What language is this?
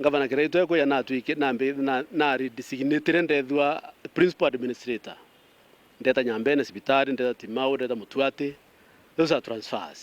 Meru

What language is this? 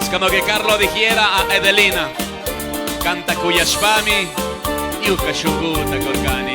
Chimborazo Highland Quichua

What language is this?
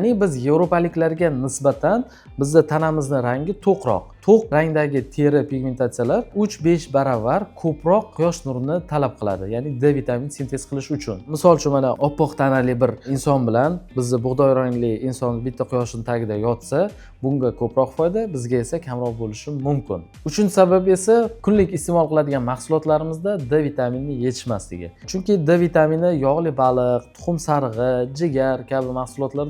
Uzbek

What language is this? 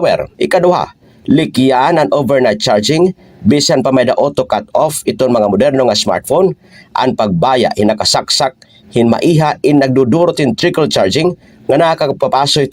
Waray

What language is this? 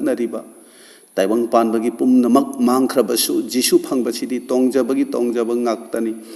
Manipuri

